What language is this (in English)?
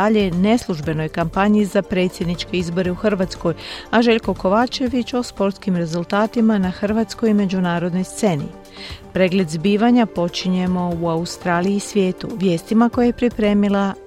Croatian